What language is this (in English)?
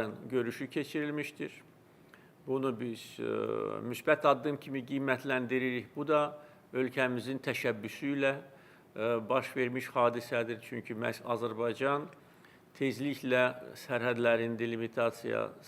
Azerbaijani